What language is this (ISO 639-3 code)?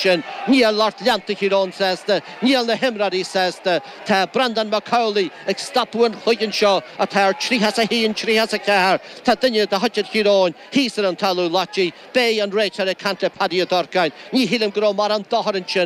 gle